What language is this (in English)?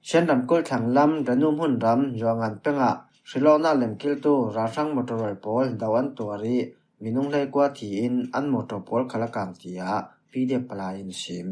Falam Chin